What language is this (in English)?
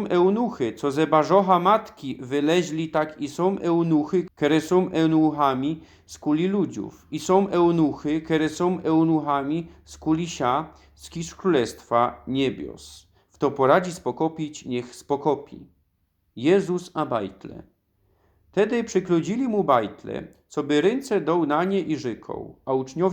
Silesian